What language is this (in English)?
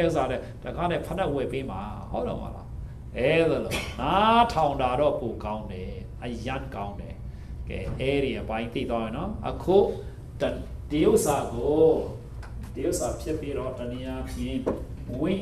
Burmese